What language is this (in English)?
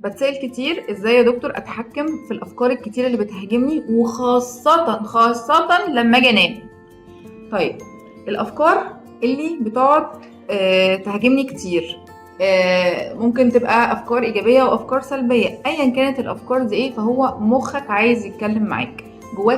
Egyptian Arabic